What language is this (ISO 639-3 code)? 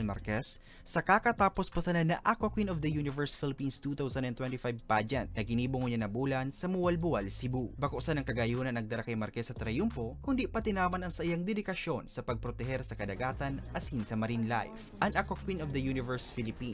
bik